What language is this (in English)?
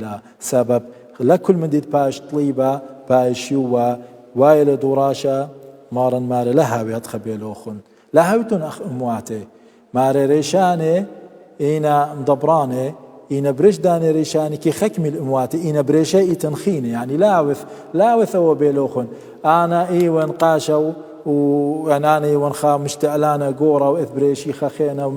Assyrian Neo-Aramaic